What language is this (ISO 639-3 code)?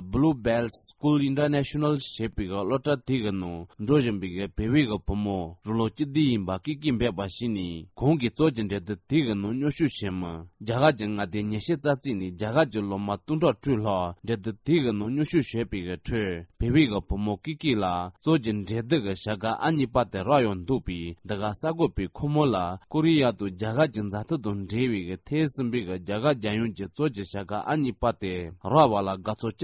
bod